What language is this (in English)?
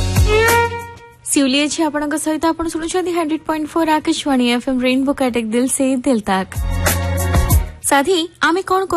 Odia